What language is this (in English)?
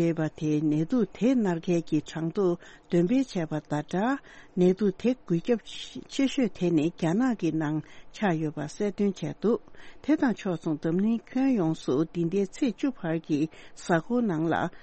Tibetan